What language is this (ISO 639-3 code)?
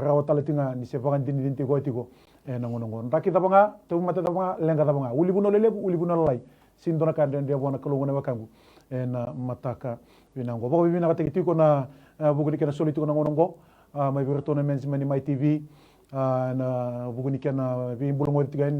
fij